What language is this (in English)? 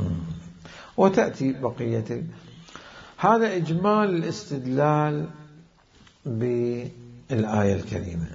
Mesopotamian Arabic